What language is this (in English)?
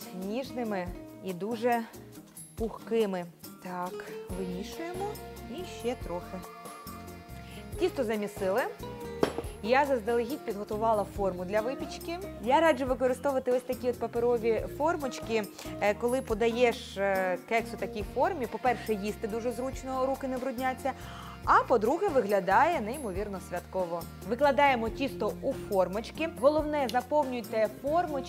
Ukrainian